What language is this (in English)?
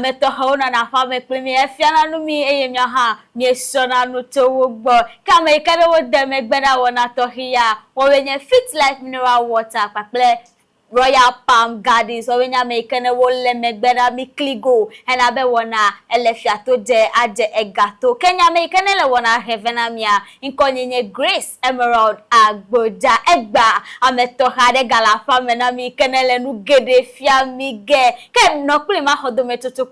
Ewe